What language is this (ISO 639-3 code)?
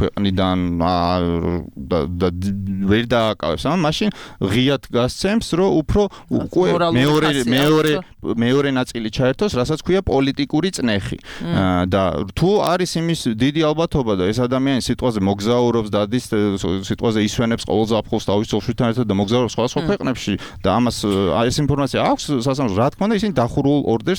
kat